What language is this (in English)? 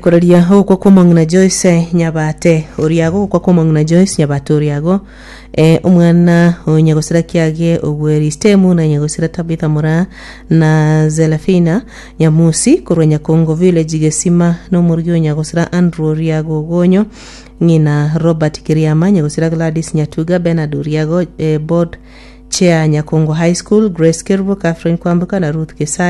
Gusii